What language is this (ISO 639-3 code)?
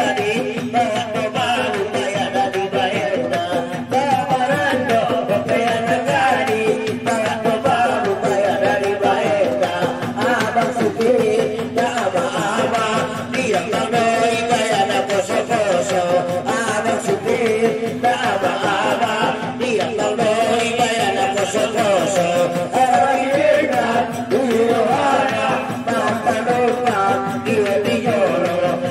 akb